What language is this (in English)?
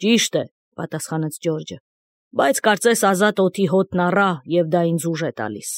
Armenian